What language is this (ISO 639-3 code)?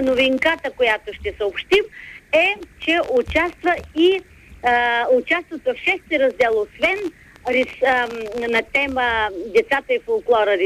bul